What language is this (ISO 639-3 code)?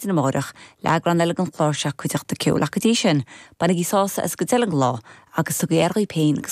gle